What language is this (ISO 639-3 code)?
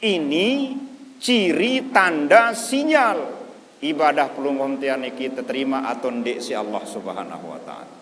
sas